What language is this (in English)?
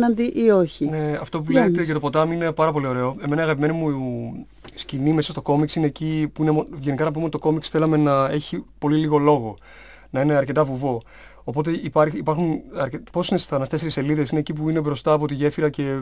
Greek